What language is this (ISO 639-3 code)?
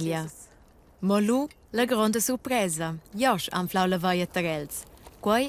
roh